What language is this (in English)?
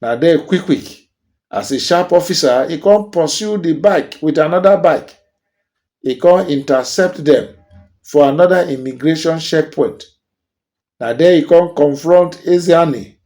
Nigerian Pidgin